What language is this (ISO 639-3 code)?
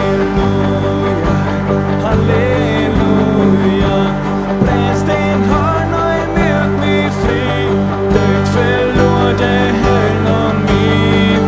pdt